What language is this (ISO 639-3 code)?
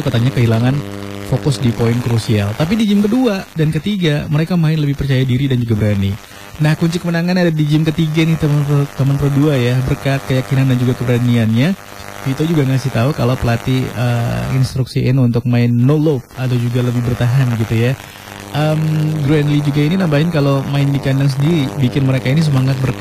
ind